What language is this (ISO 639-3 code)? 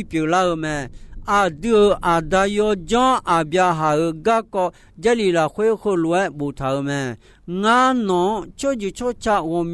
ahk